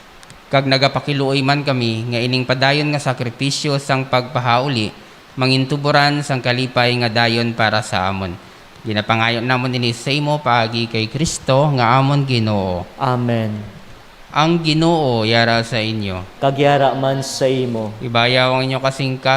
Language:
Hiligaynon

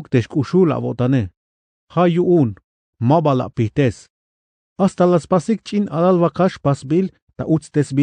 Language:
Tzeltal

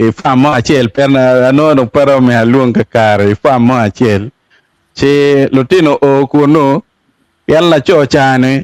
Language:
Acoli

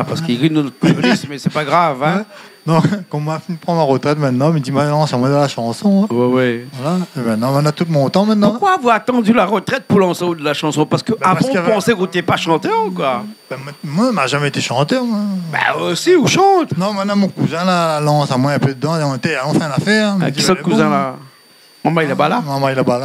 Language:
Réunion Creole French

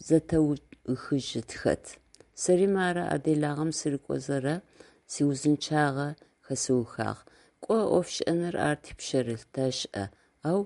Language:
Adyghe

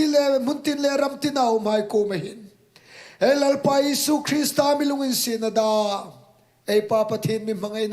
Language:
Hmar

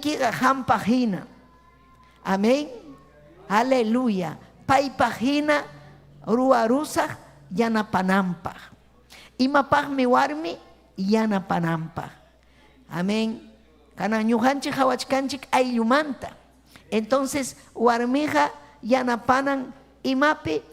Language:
Ayacucho Quechua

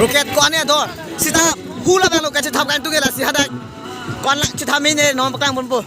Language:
Karbi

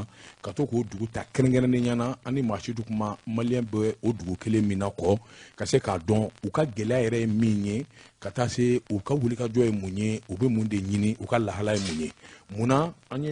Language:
Bambara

